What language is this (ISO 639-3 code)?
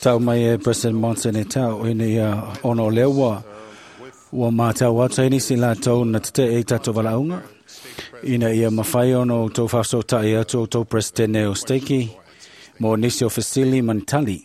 smo